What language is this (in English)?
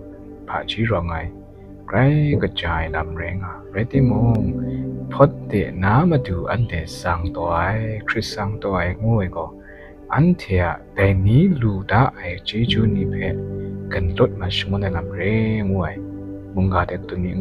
Kachin